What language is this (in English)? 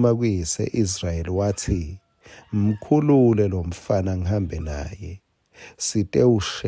Swati